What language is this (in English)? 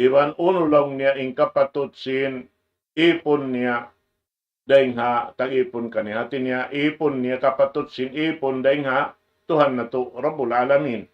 Tausug